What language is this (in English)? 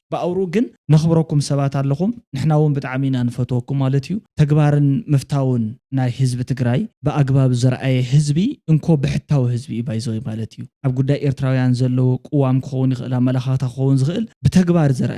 Tigrinya